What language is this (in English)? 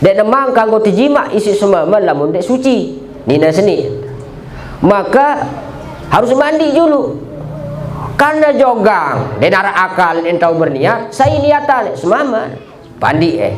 Sasak